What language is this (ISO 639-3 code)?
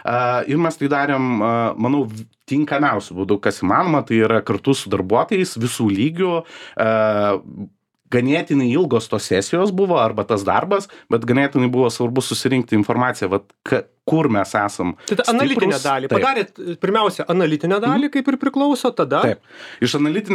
lit